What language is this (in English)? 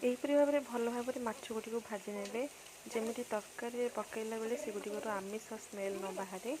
Odia